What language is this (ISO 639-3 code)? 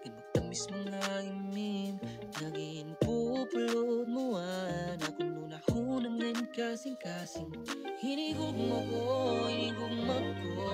war